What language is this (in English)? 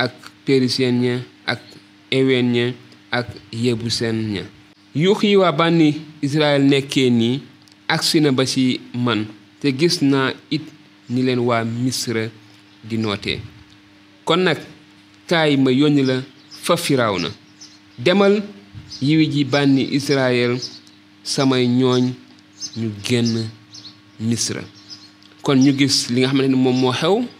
Wolof